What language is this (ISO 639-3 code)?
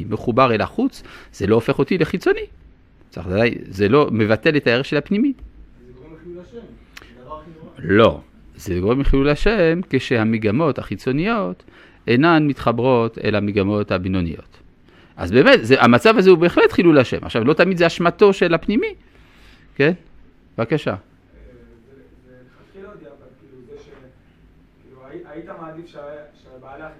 heb